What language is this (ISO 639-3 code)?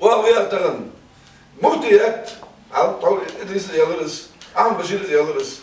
inh